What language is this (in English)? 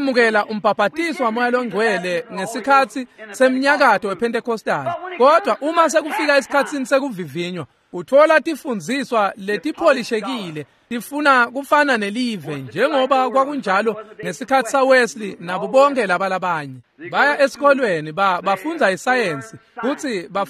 Swati